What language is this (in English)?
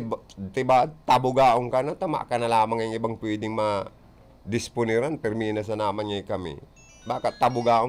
Bikol